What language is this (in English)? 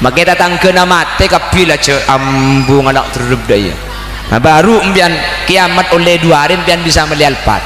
Madurese